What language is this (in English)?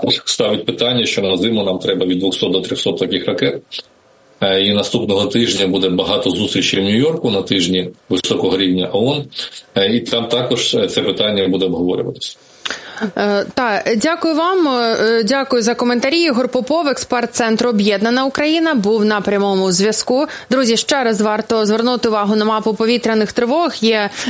Ukrainian